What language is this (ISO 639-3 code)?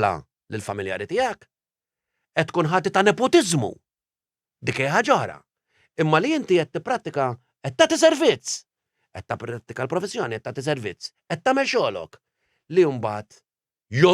mlt